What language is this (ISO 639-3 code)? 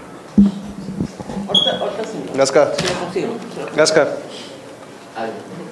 spa